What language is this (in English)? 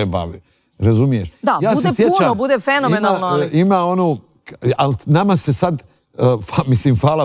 Serbian